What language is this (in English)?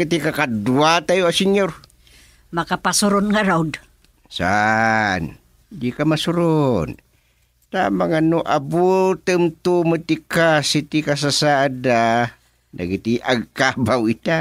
Iloko